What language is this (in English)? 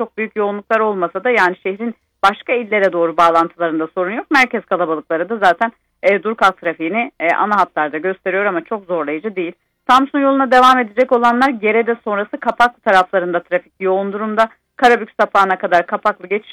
Turkish